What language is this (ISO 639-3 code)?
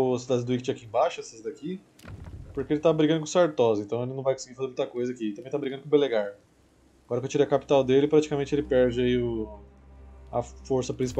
por